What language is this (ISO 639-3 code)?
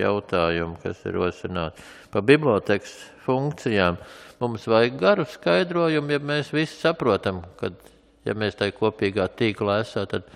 lav